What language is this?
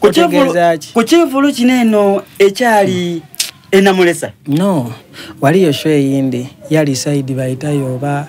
Soga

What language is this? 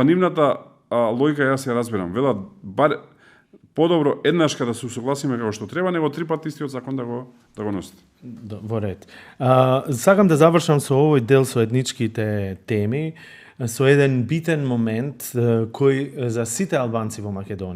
Macedonian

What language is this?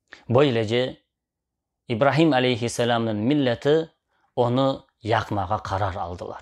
Crimean Tatar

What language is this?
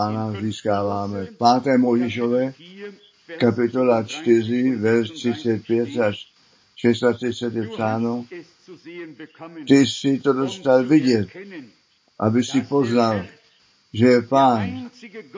Czech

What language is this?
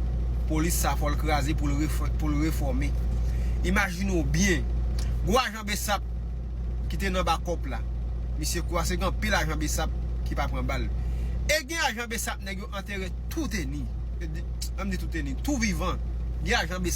Haitian Creole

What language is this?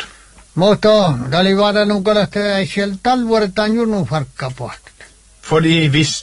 Norwegian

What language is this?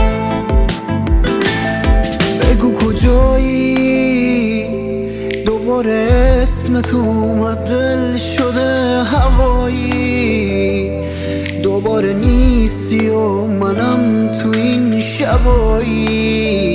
Persian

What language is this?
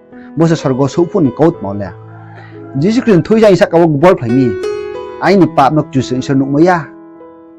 Riang (India)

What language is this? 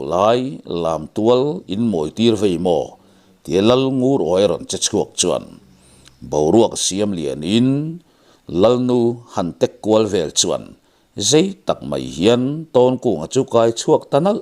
Mizo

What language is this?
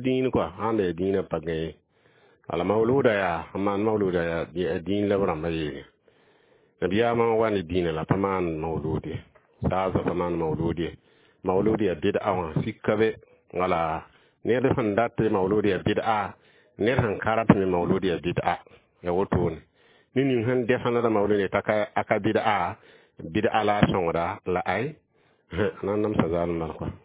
Mossi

